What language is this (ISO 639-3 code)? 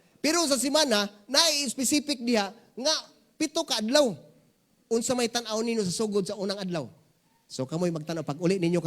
ceb